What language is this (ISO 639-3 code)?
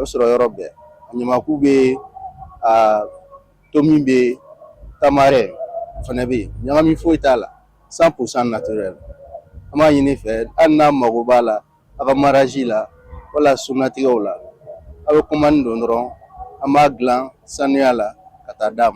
bam